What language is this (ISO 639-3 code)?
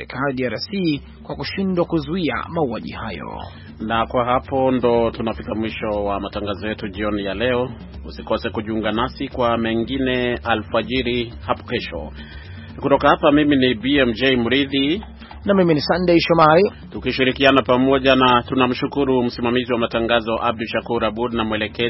swa